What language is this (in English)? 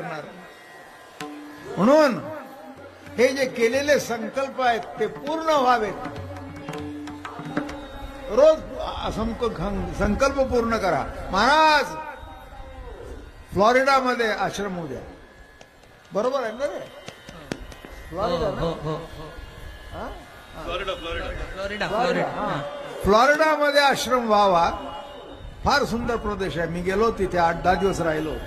Marathi